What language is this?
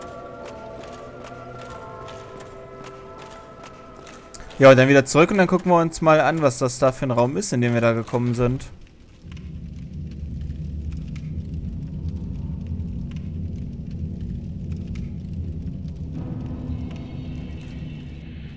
German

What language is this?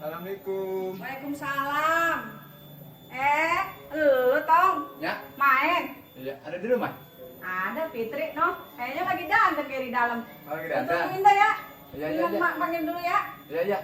Betawi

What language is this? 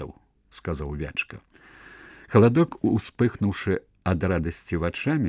Belarusian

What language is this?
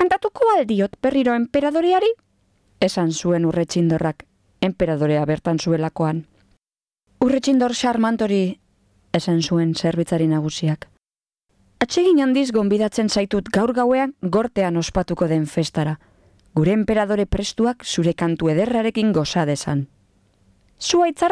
Basque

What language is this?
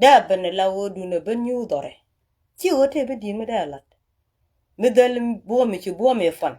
Nuer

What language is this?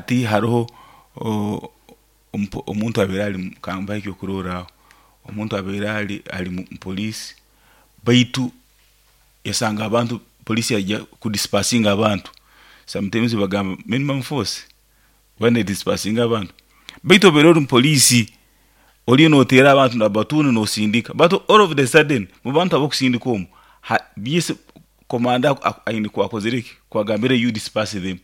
Nyoro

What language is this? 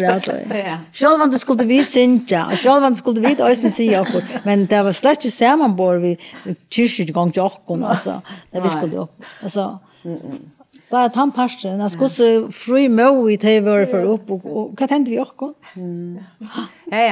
Faroese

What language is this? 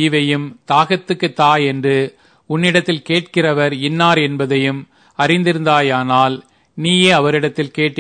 Tamil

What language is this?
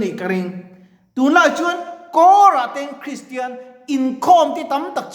Mizo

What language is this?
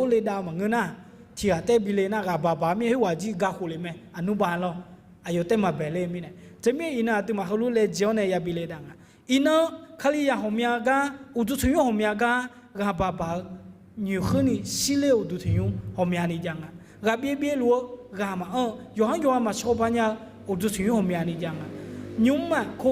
Akha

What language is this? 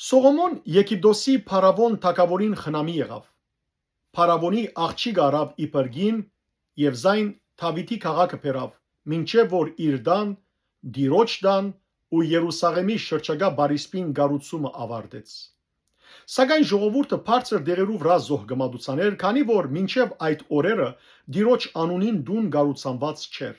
Western Armenian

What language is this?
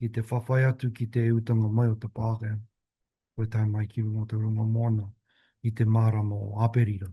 Māori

